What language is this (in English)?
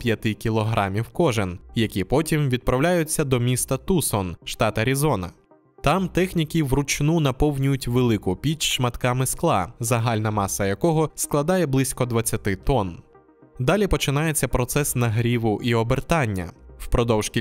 Ukrainian